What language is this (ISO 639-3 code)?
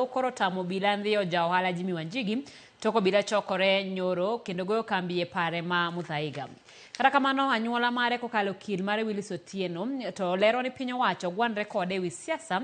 luo